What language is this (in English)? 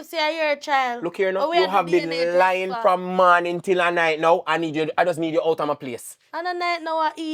Jamaican Creole English